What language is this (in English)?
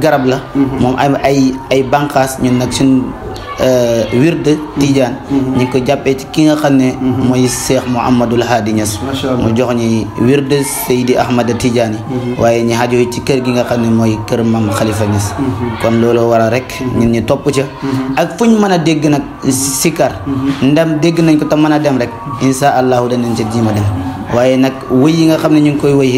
Wolof